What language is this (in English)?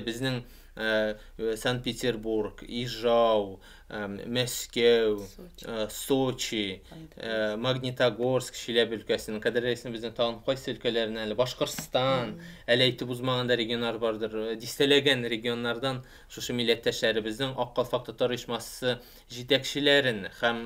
Tatar